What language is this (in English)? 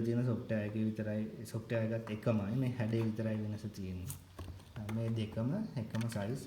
Sinhala